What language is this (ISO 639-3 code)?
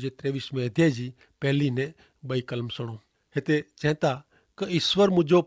kfr